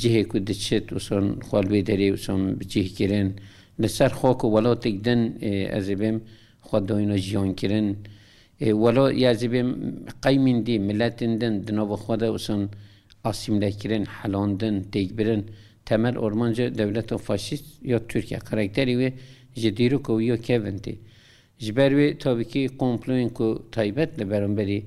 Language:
Kurdish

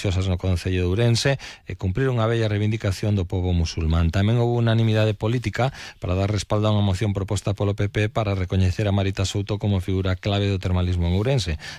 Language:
Galician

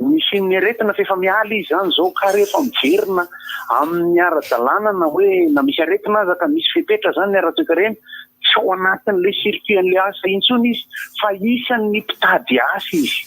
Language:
Malagasy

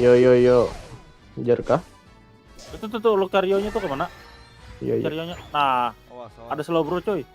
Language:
Banjar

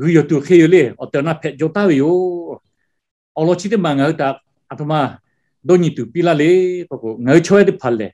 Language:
Lahu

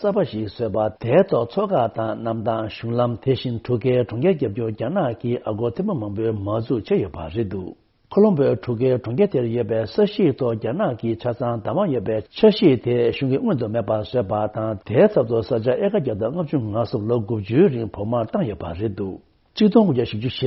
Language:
Tibetan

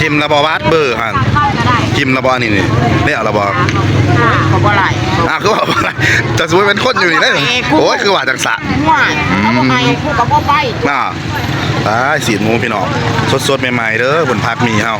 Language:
Northeastern Thai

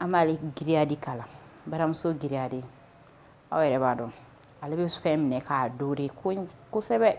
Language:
Bambara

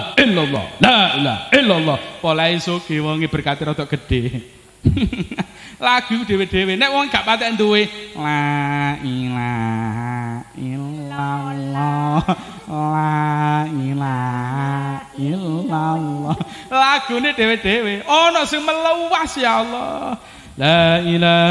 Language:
Javanese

